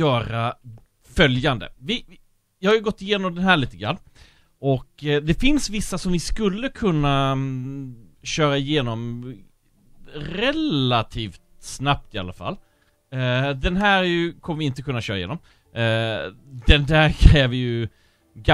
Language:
Swedish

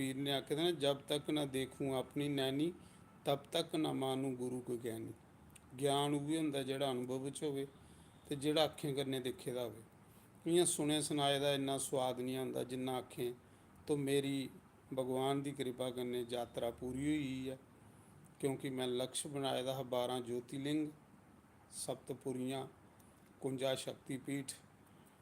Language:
Dogri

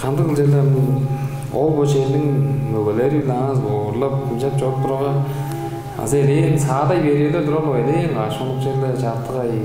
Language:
Tuvinian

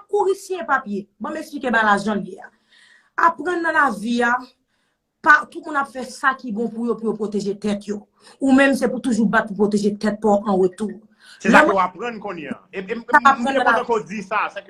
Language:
Haitian Creole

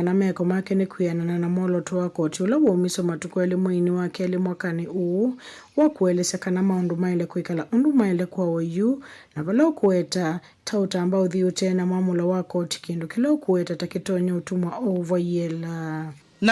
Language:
Kamba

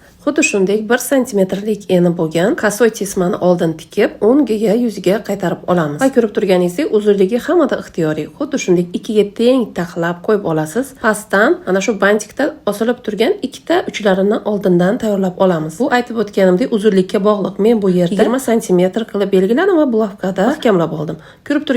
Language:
Uzbek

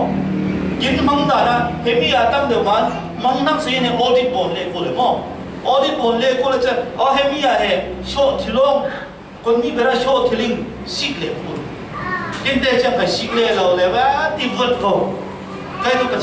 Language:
Falam Chin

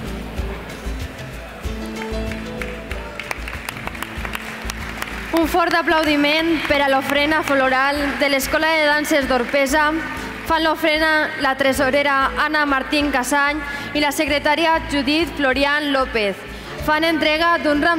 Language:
Catalan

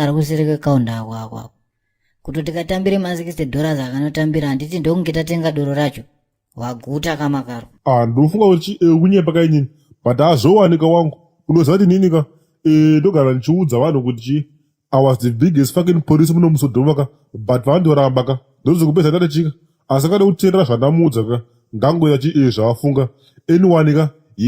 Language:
Shona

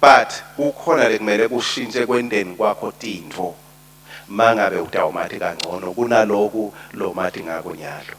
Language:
Swati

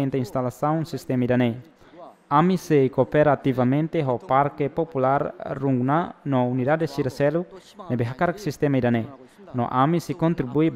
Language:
Tetum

